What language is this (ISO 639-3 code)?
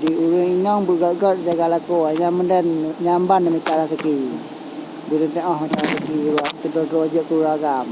ace